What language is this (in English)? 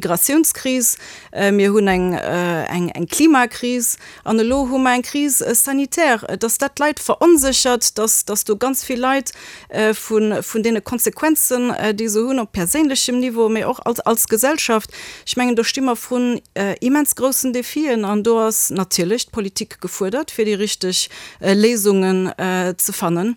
Luxembourgish